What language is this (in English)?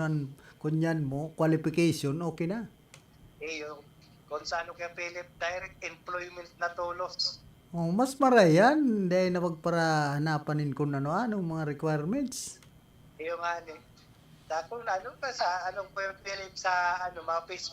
Bikol